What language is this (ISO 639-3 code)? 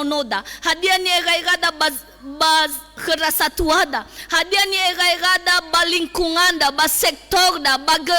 nia